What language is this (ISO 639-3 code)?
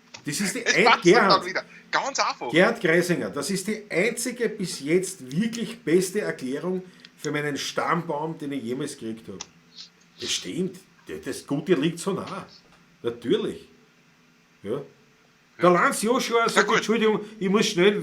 bar